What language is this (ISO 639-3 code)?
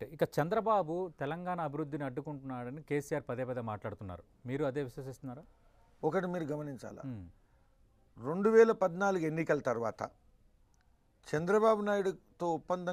tel